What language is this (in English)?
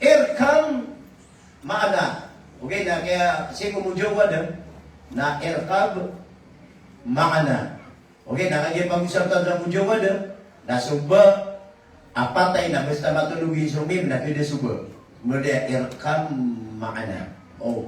Maranao